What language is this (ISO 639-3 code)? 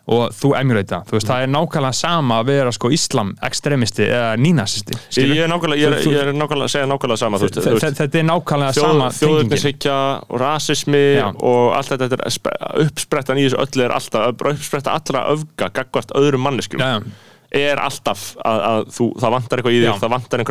isl